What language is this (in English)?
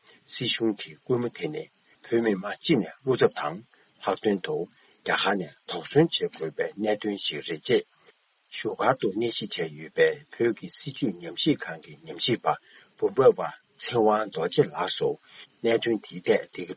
Tibetan